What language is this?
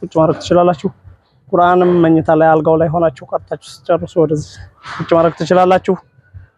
Amharic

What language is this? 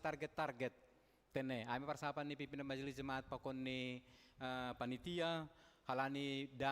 Batak Simalungun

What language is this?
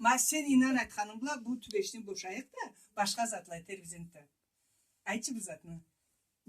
Karachay-Balkar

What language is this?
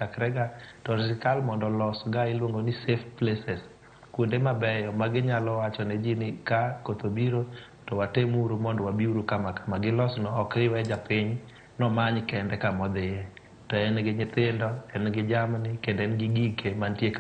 Luo (Kenya and Tanzania)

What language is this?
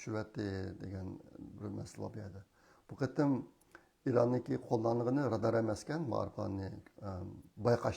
Uyghur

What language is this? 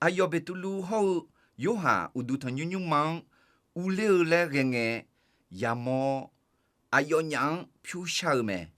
Akha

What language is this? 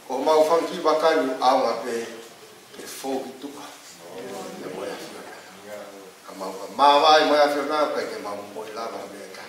Tongan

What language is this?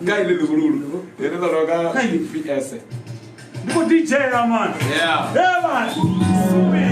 Venda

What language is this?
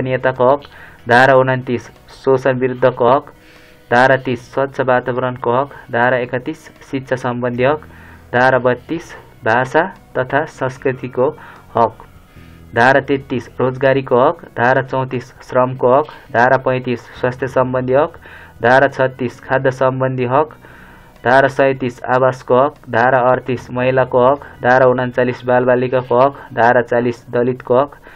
Nepali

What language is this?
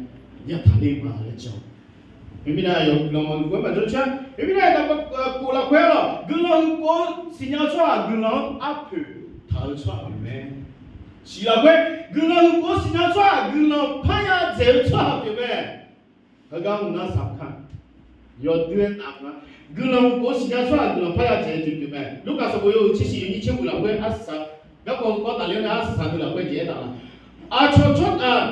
Akha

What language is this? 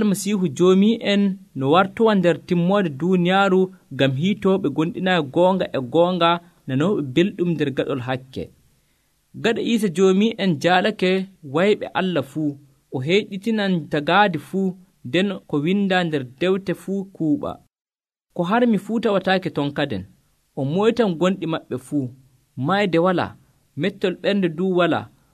Nigerian Fulfulde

